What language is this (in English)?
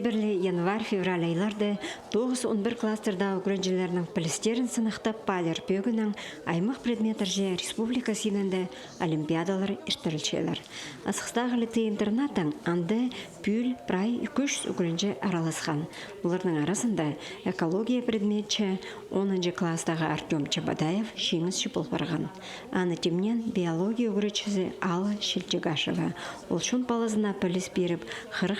Khakas